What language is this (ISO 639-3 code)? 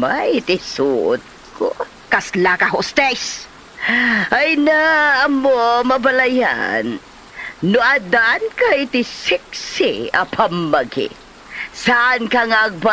ilo